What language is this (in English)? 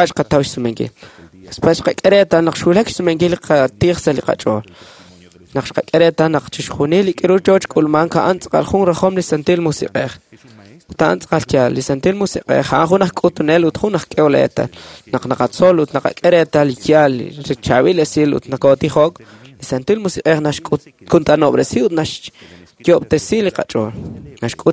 Kekchí